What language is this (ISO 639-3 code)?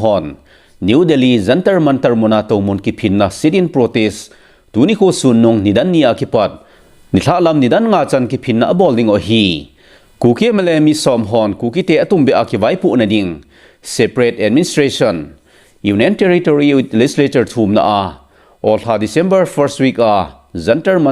tcz